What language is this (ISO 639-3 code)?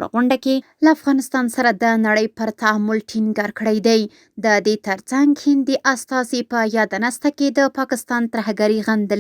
pus